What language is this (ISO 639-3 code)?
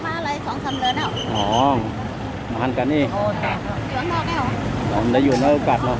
shn